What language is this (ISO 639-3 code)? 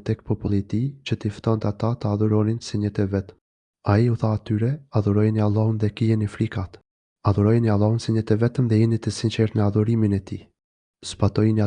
sqi